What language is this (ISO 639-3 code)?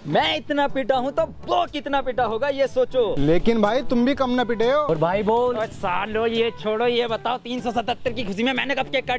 hin